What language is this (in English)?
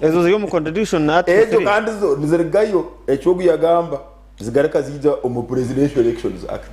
Nyankole